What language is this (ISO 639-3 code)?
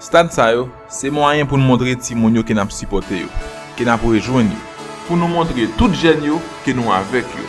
hat